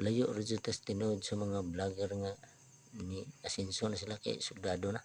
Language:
Cebuano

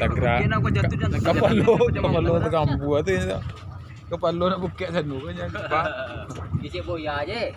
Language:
Minangkabau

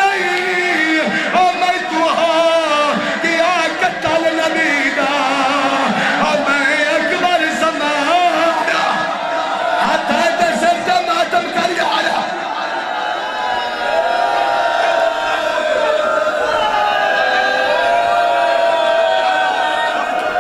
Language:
Saraiki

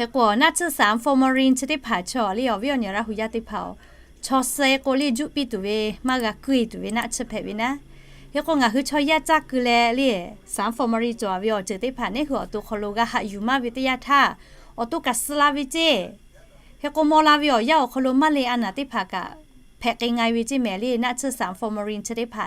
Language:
Lahu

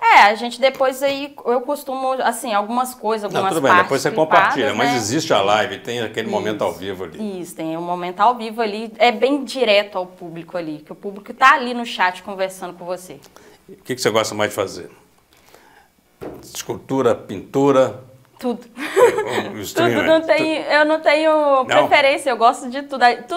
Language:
Portuguese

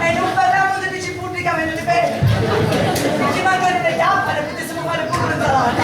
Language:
Sicilian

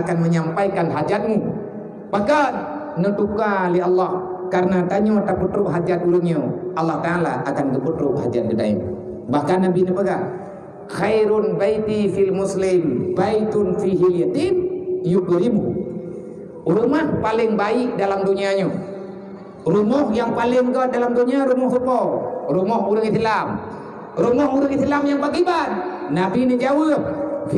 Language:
Achinese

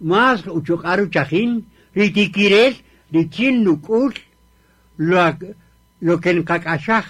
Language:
Kaqchikel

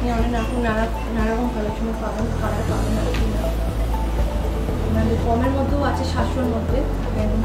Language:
Bangla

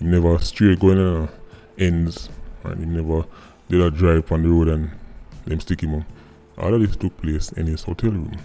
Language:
Jamaican Creole English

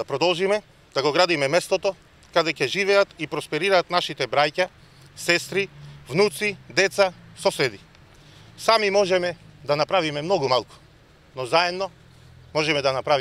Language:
Macedonian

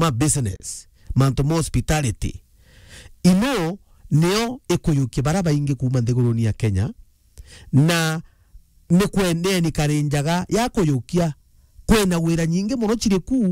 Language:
Meru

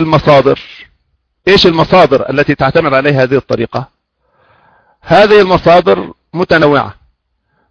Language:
Arabic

